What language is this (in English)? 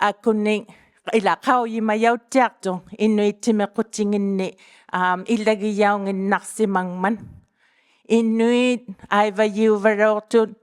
Inuktitut